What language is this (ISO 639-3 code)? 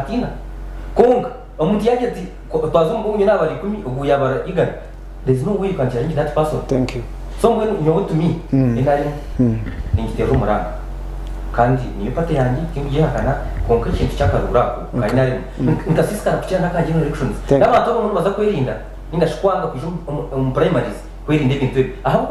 nyn